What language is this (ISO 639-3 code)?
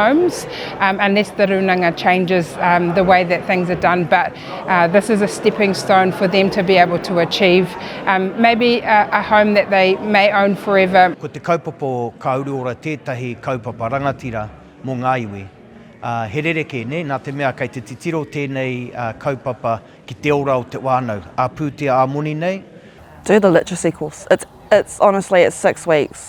mri